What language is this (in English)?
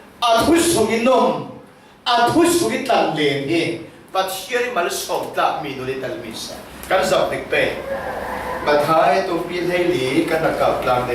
Falam Chin